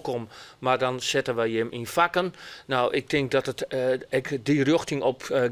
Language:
Western Frisian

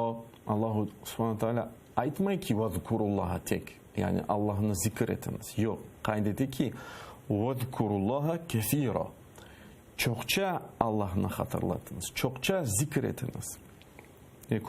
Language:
Crimean Tatar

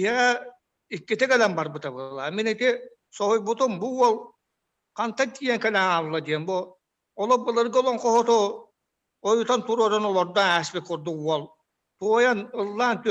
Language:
Yakut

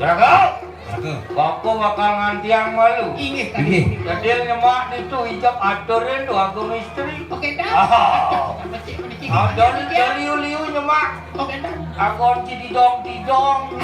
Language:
Balinese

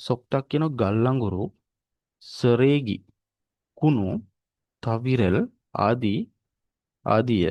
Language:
Sinhala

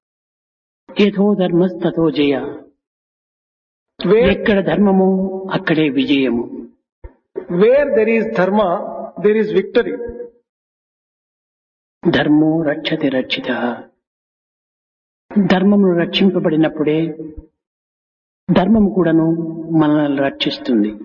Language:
Telugu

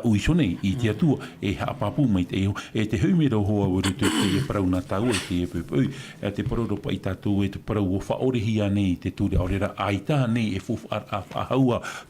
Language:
Tahitian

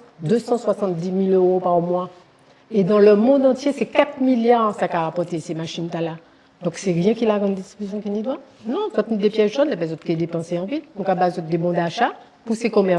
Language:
Guadeloupean Creole French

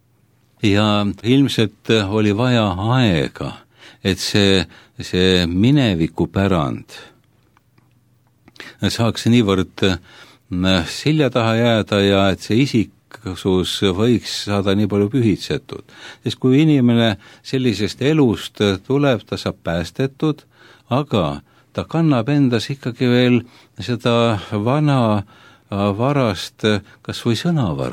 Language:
Estonian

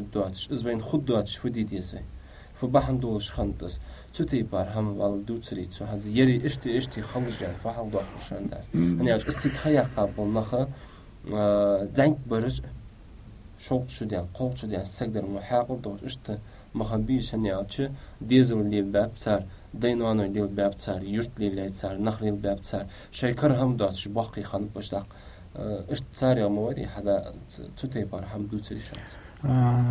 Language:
Ingush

